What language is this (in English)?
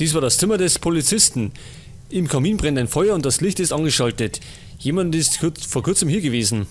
Bavarian